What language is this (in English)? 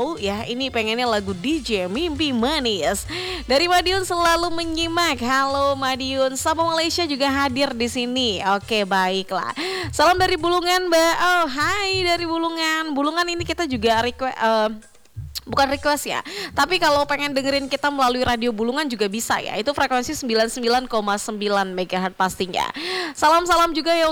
Indonesian